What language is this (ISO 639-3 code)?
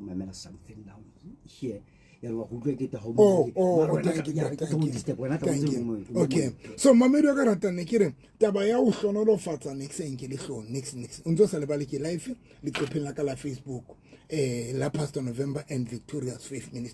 sot